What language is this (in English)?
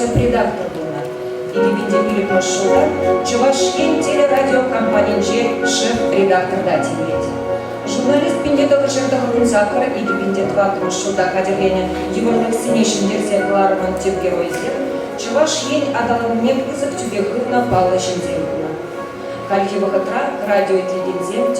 Chuvash